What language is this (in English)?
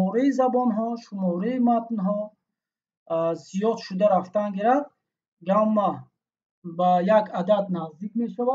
Tajik